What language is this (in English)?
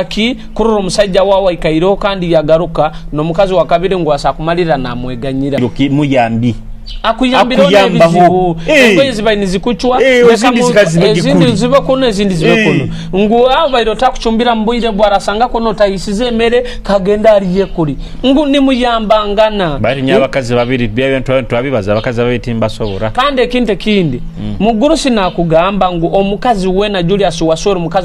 Nyoro